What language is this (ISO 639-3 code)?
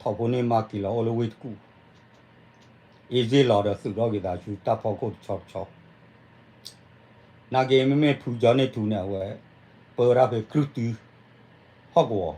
ksw